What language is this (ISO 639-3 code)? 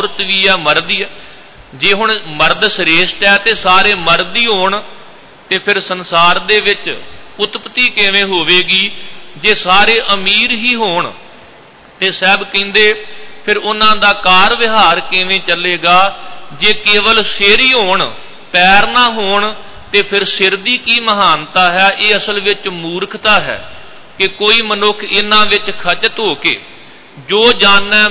pan